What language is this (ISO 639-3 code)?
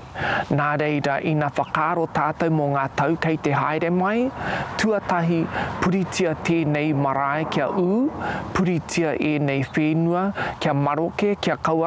mri